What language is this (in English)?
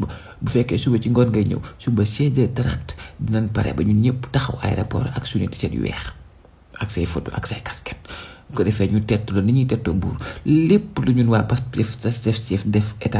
Wolof